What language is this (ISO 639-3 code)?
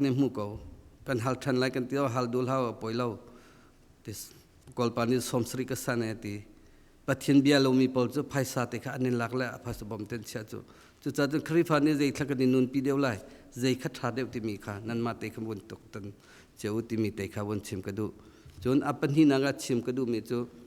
cnh